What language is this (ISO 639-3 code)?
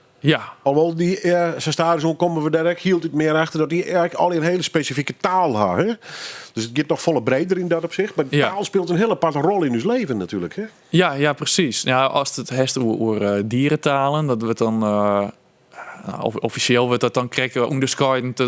fry